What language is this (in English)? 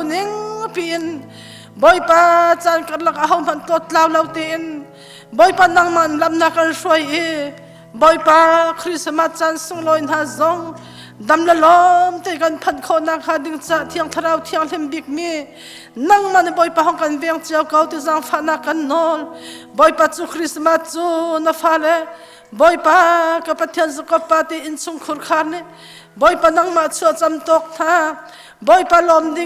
Hakha Chin